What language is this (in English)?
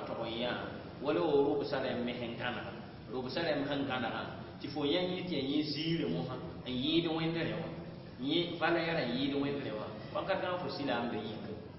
Mossi